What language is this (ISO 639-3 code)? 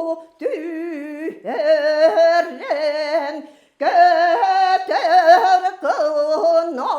sah